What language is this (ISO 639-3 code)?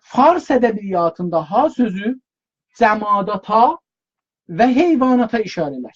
azb